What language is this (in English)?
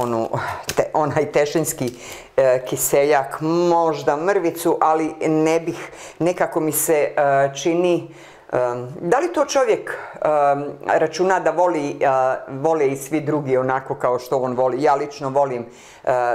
Bosnian